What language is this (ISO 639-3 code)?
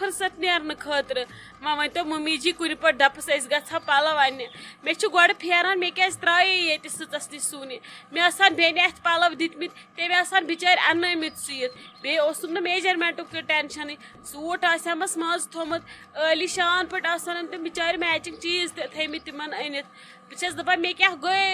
kas